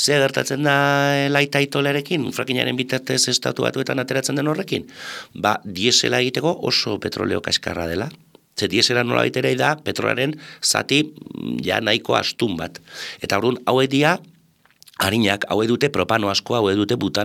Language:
Basque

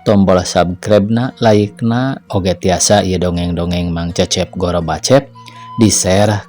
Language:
Sundanese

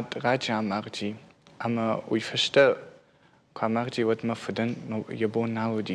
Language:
Ossetic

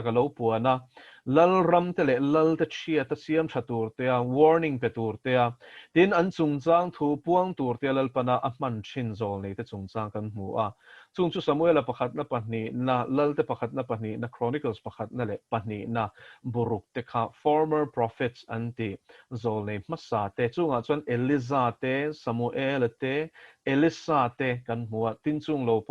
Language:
Mizo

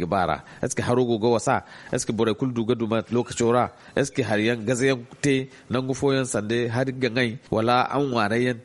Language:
Zarma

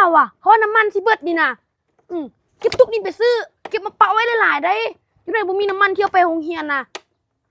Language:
Lao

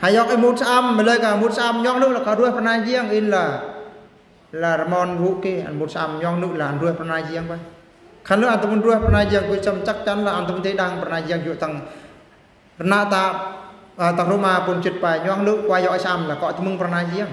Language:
Eastern Bru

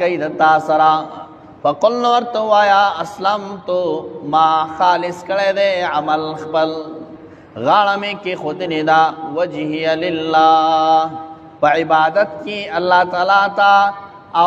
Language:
Pashto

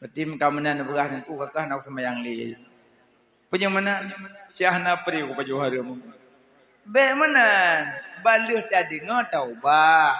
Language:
Achinese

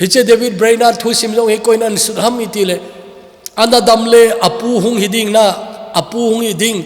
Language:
Thado Chin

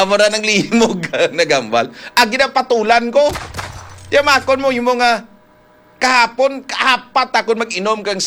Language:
Hiligaynon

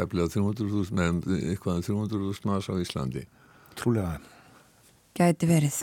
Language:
Icelandic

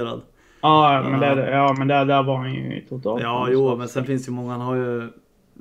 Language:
Swedish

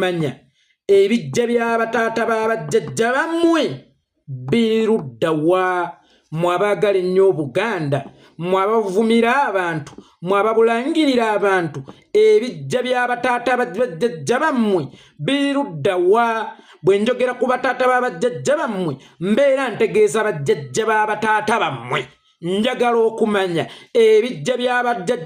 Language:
Ganda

